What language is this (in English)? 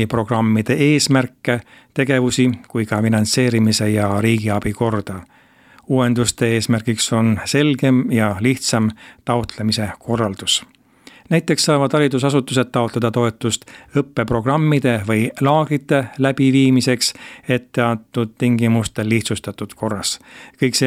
Estonian